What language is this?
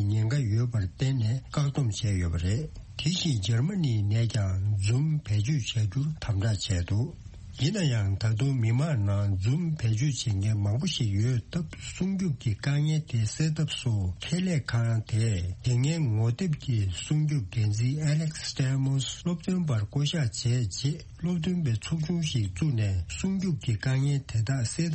Tibetan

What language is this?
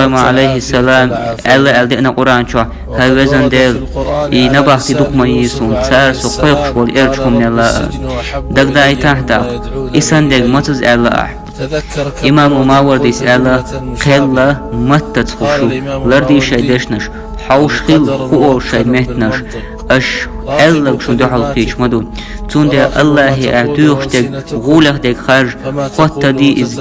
Chechen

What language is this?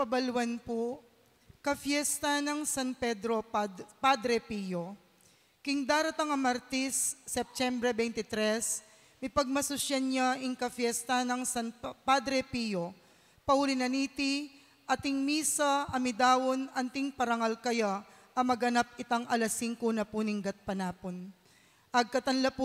Pampanga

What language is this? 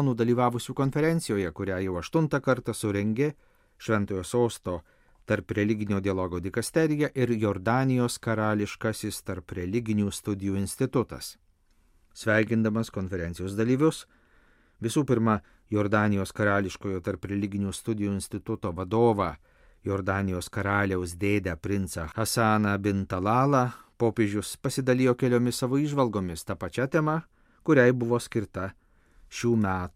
Lithuanian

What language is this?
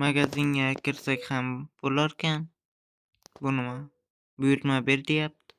Uzbek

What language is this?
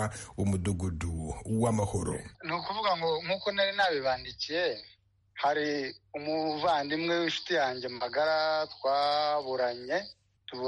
Kinyarwanda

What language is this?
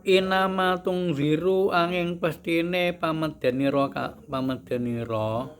Javanese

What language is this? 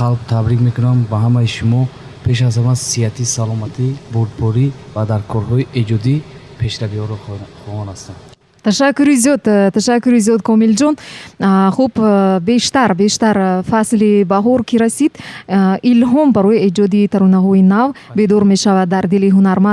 Tajik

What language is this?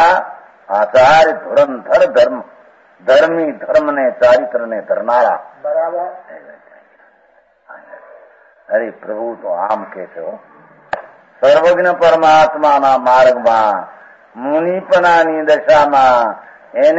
Gujarati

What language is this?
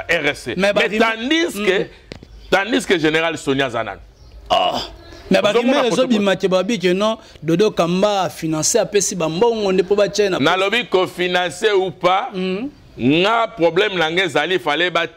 Lingala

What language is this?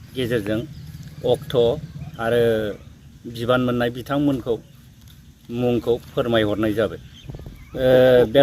Bodo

